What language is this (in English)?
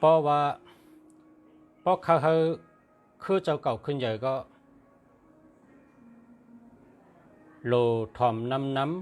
Shan